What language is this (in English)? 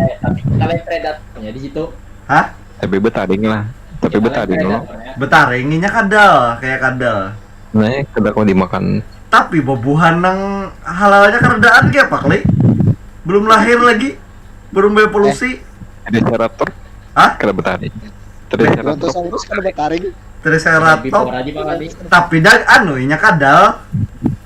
Banjar